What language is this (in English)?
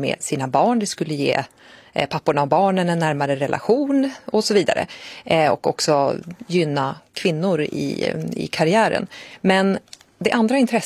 Swedish